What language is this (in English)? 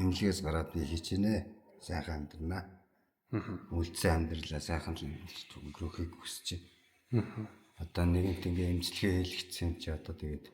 Mongolian